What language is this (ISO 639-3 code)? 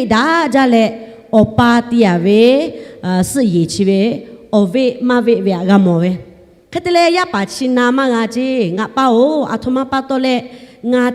lhu